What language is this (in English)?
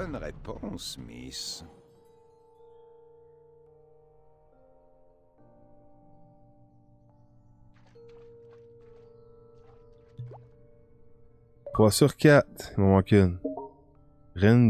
French